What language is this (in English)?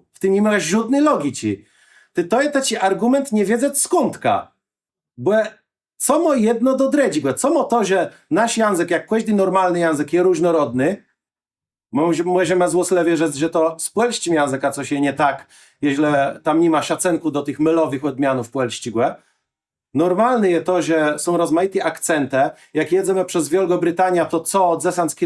Kashubian